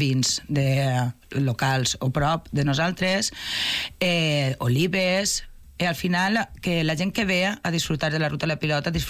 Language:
Catalan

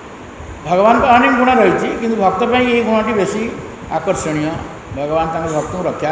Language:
Odia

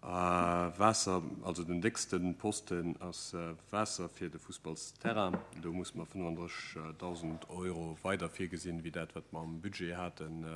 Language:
Luxembourgish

